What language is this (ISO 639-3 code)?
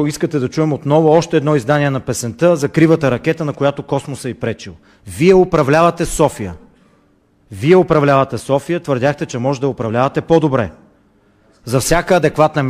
bul